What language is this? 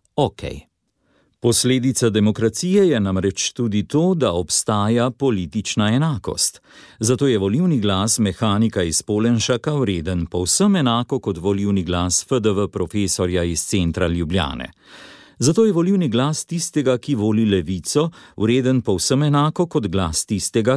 Slovenian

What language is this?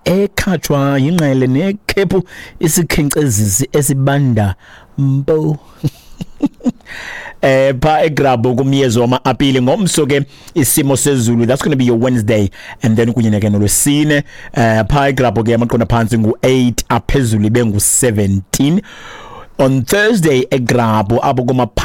Xhosa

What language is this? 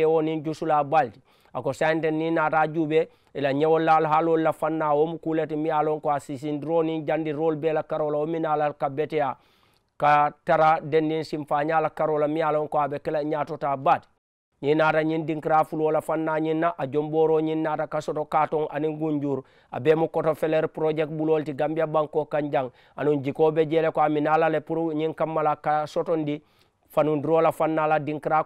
Mandingo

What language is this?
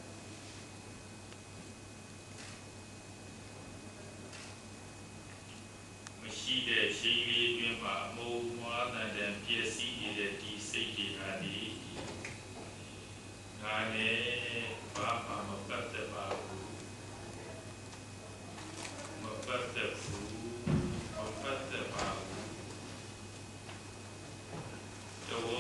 Burmese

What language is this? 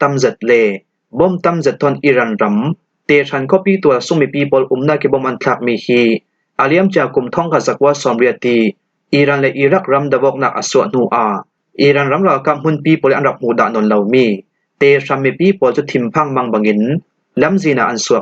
Falam Chin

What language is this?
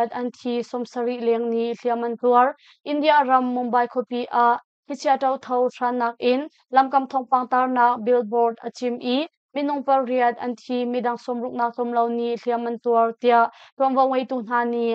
Hakha Chin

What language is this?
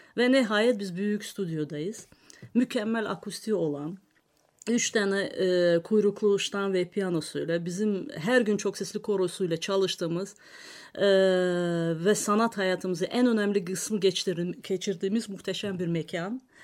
Turkish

